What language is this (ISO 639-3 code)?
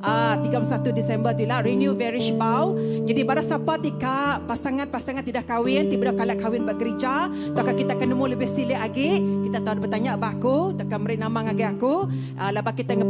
iba